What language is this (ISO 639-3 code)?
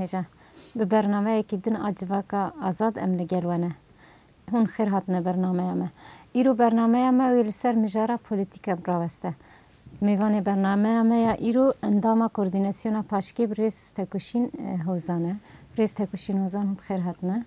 kur